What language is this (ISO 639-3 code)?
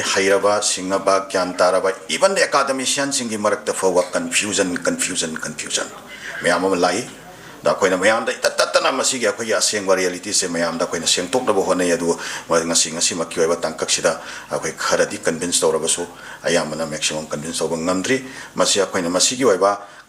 mni